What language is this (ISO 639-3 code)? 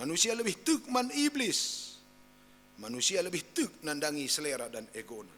btx